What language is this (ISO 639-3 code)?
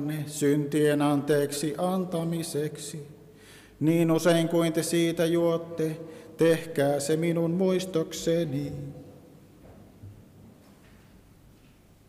fin